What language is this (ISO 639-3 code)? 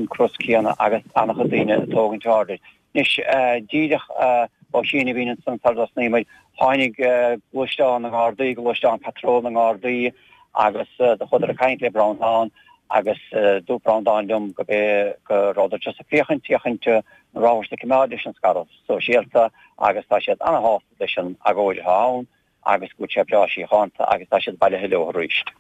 gle